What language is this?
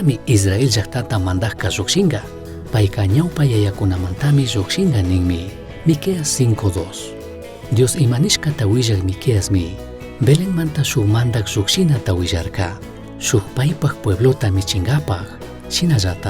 Chimborazo Highland Quichua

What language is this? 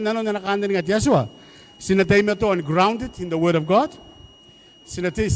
Gilbertese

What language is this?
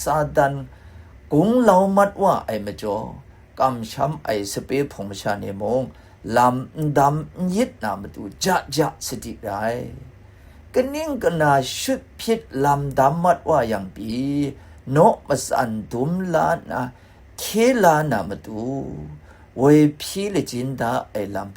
Kachin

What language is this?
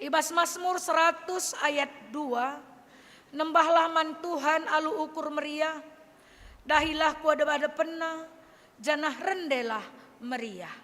Batak Karo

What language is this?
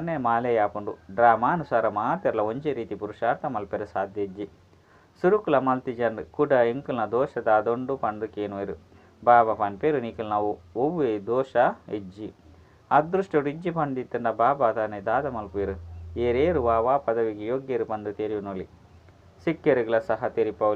Tulu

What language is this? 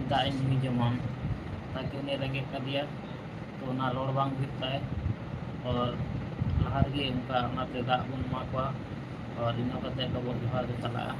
Santali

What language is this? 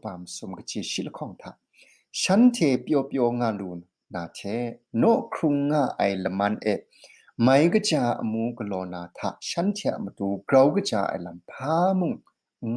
Kachin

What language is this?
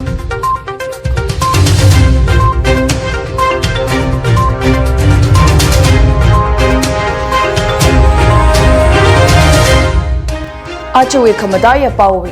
Tangkhul Naga (India)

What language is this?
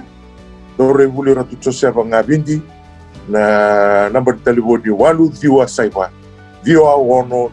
Fijian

